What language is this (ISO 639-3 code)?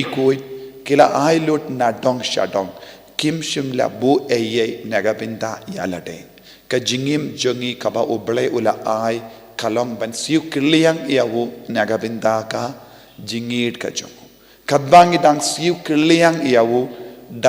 kha